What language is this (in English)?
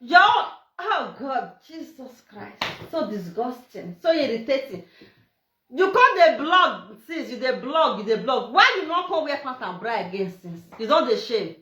Nigerian Pidgin